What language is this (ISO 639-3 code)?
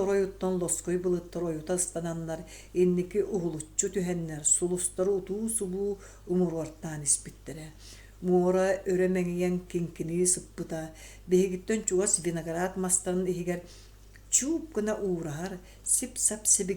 sah